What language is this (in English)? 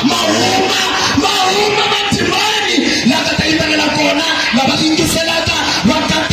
Tsonga